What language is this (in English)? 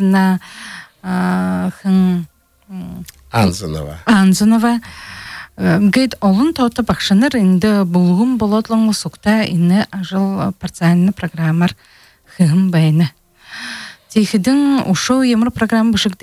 Buriat